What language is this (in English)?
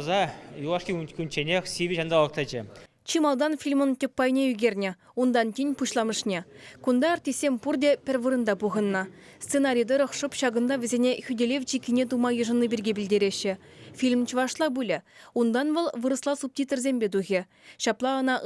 Chuvash